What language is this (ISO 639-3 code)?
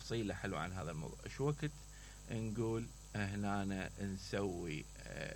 acm